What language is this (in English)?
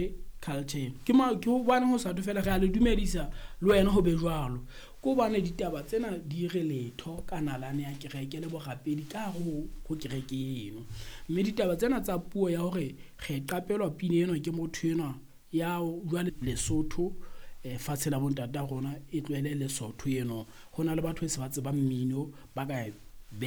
Southern Sotho